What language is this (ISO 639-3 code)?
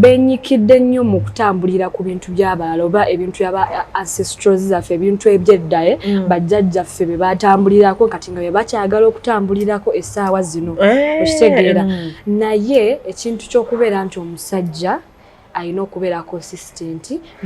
lug